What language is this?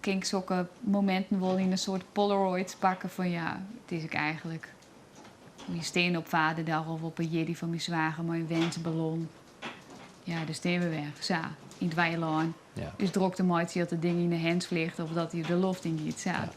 Western Frisian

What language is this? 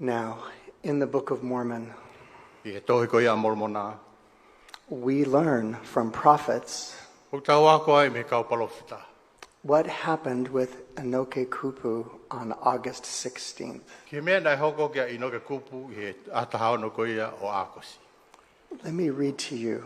Tongan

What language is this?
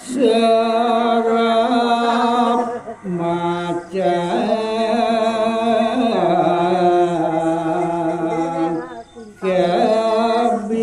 Balinese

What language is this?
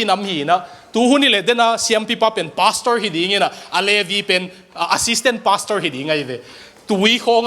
Tedim Chin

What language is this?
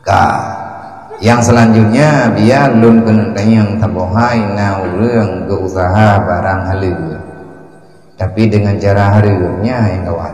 Achinese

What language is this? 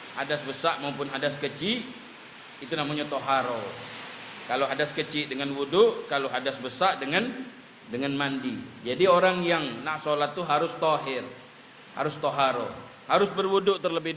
Musi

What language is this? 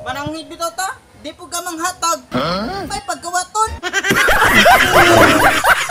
Cebuano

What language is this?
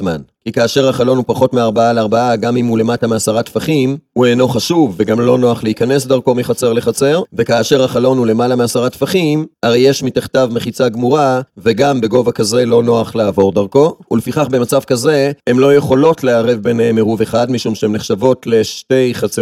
Hebrew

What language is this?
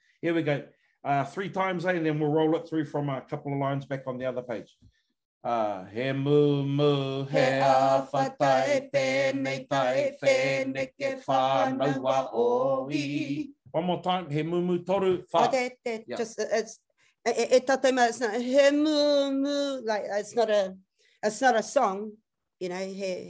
Māori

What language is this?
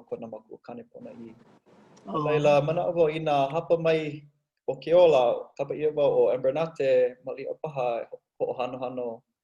Hawaiian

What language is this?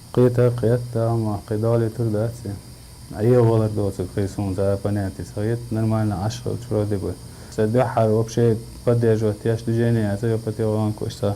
Chechen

